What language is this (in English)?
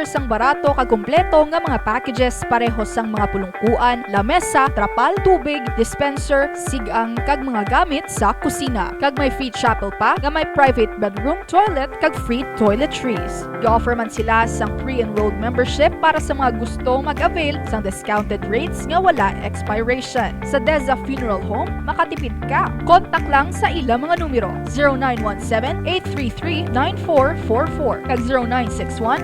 Hiligaynon